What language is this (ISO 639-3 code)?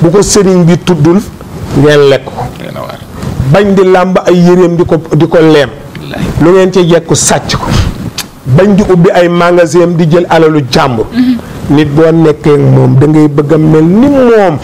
wol